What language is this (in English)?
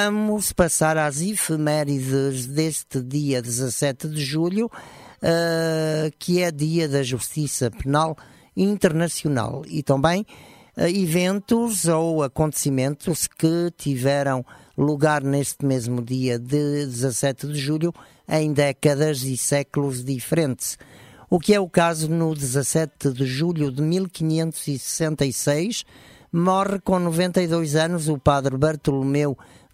Portuguese